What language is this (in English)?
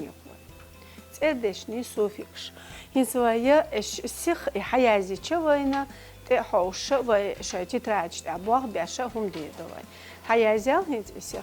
Chechen